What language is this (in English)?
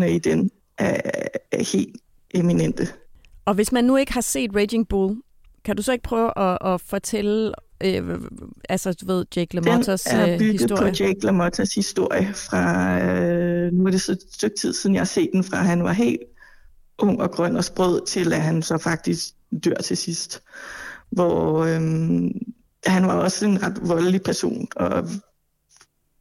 Danish